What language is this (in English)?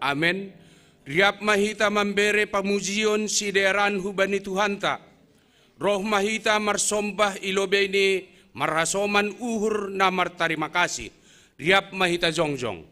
Batak Simalungun